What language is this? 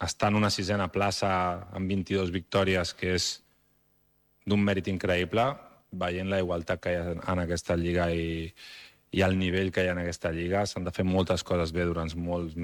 Catalan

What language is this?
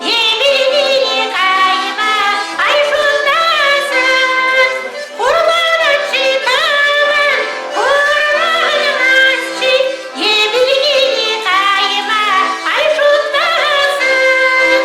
Chuvash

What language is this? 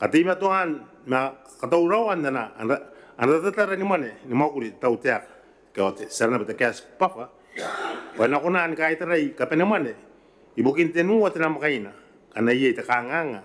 Gilbertese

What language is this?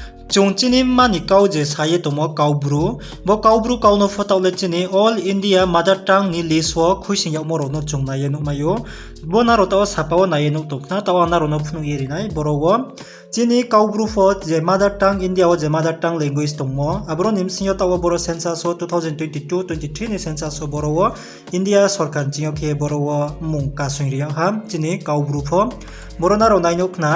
Riang (India)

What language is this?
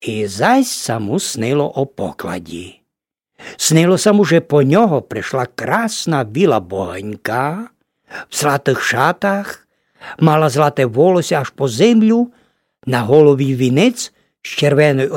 Rusyn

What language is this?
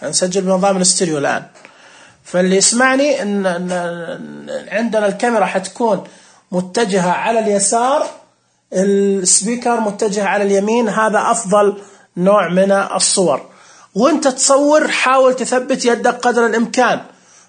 Najdi Arabic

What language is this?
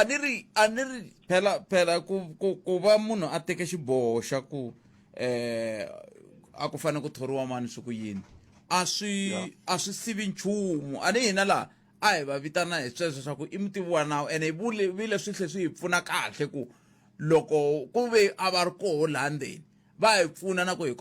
Tsonga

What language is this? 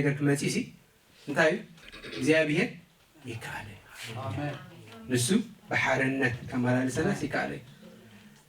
Tigrinya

